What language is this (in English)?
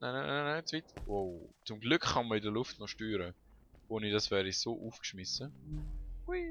Swiss German